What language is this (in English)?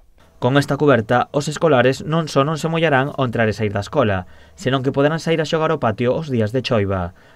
Galician